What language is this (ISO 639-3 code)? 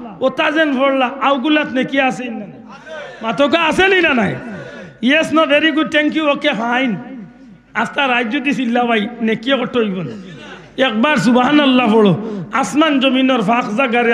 syl